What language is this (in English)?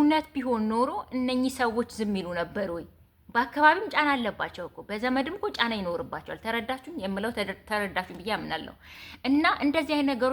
Amharic